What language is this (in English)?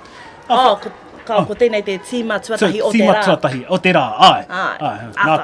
Māori